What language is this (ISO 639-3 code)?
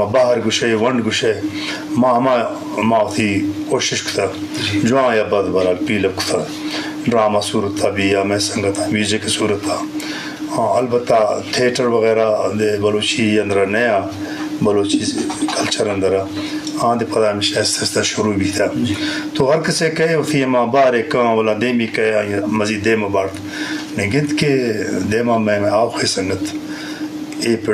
bgp